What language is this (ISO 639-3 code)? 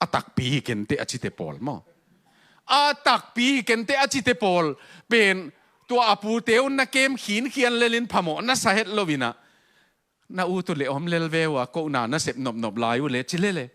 ctd